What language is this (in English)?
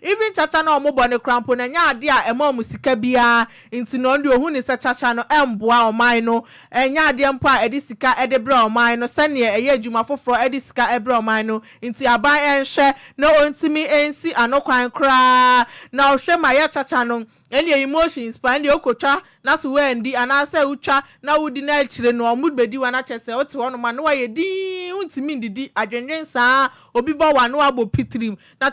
Akan